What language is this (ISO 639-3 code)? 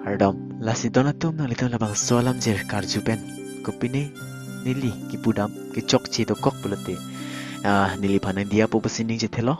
mjw